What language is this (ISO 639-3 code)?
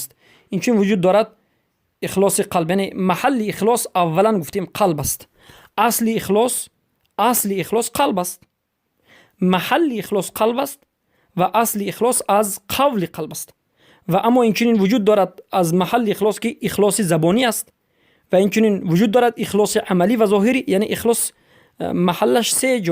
fas